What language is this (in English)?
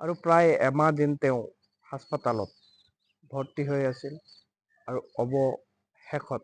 Assamese